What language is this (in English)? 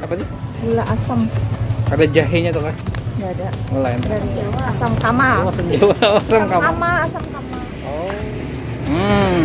Banjar